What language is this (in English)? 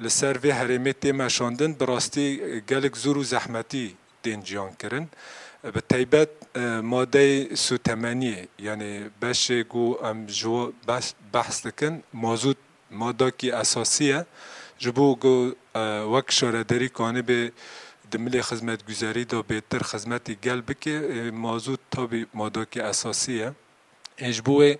Kurdish